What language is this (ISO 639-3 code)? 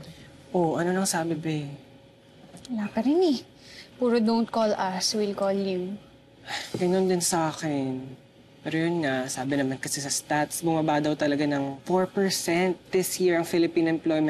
fil